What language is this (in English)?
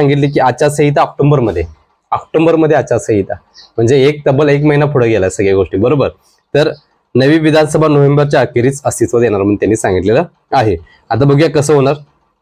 Marathi